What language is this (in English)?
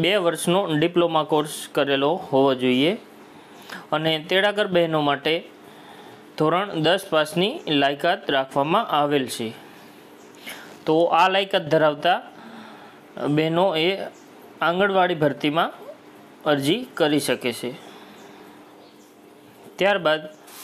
Gujarati